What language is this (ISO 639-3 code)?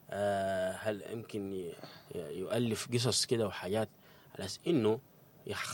apd